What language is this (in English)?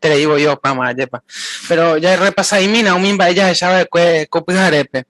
Guarani